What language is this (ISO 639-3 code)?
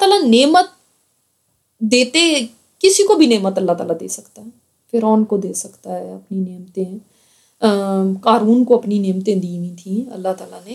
urd